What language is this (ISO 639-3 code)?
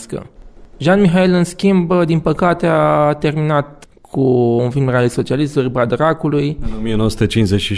ron